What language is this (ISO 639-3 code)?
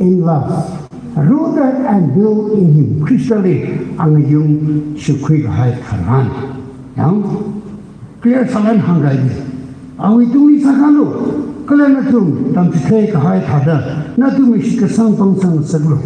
nmf